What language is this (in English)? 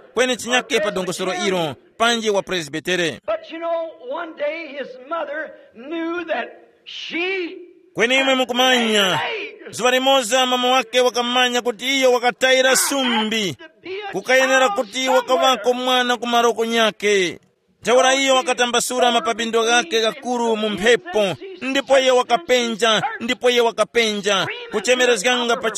Tumbuka